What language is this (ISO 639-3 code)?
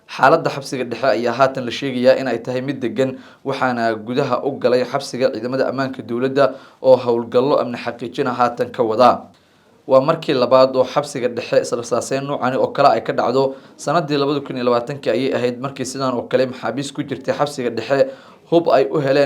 som